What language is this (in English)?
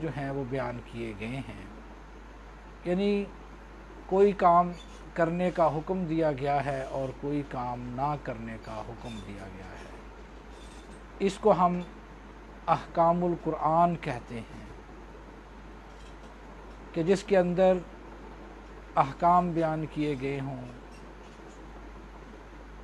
Urdu